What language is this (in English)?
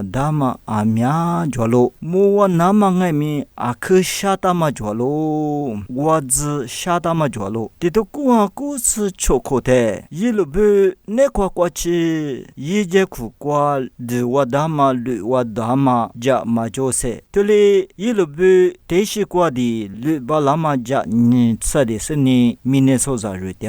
Lisu